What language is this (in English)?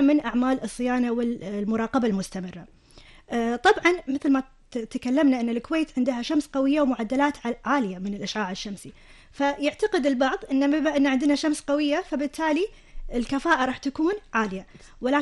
Gulf Arabic